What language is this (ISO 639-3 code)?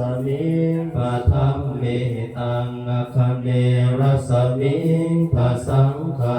pli